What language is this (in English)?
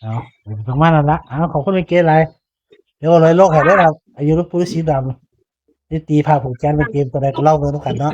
Northeastern Thai